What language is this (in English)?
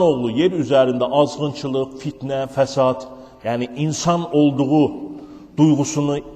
Azerbaijani